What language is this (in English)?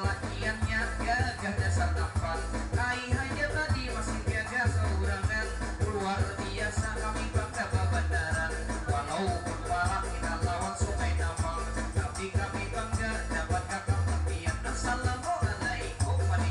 Banjar